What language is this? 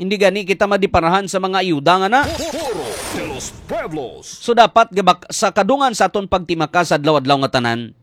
Hiligaynon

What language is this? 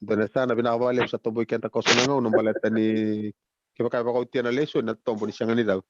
Fijian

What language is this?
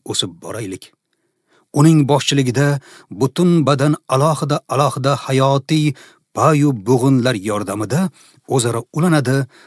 Uzbek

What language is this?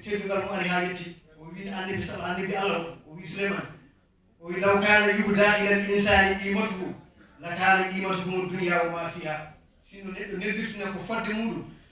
Fula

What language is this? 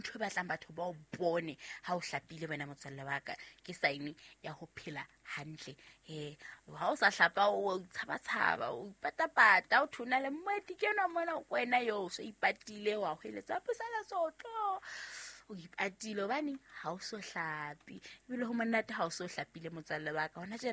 Southern Sotho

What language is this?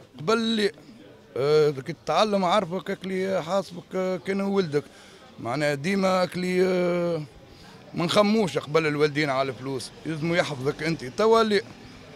Tunisian Arabic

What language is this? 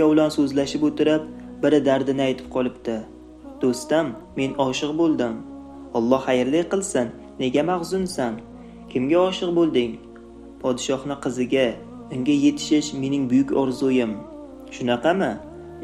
Uzbek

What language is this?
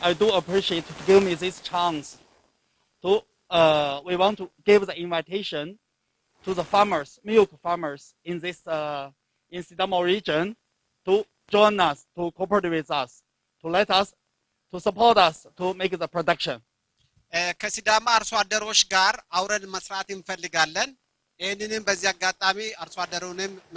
Sidamo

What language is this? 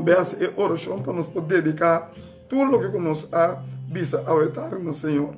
Papiamento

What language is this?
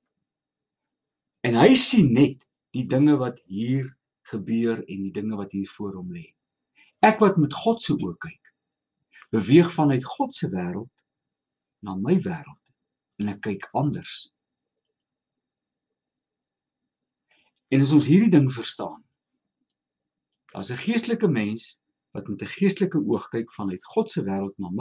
Afrikaans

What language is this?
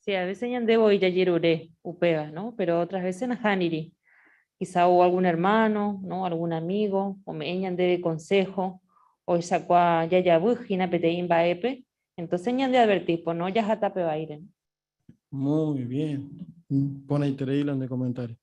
Guarani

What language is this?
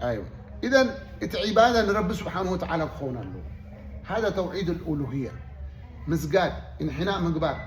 Tigrinya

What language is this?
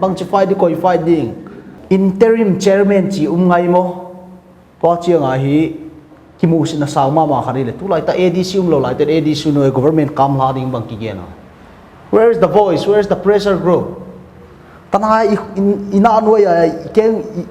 Paite Chin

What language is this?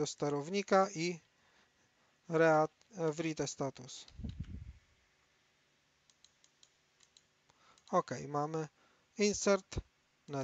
Polish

